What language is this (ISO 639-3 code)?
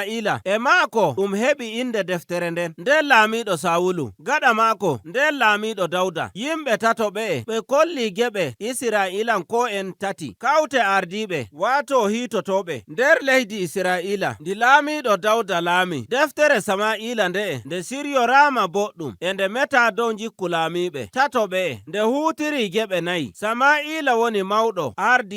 fuv